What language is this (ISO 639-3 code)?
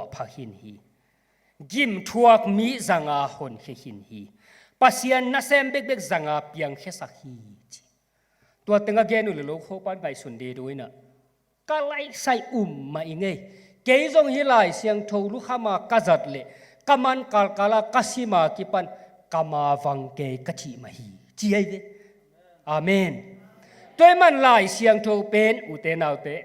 ctd